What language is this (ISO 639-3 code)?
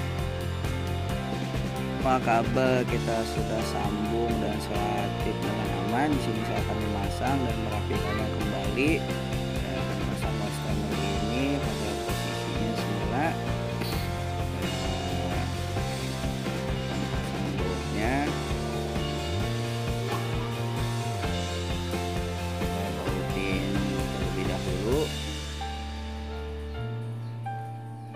ind